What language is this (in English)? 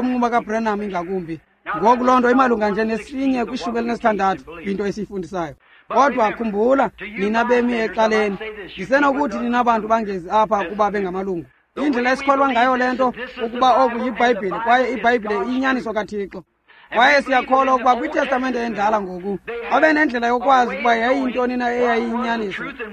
Xhosa